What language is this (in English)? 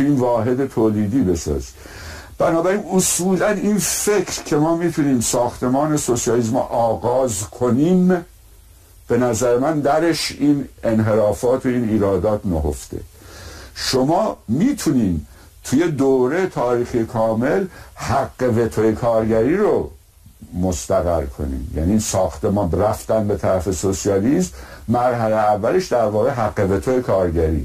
Persian